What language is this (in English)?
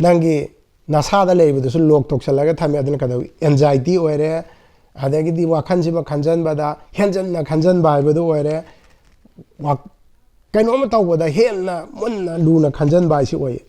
Manipuri